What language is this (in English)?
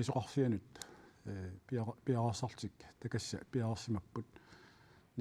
Kalaallisut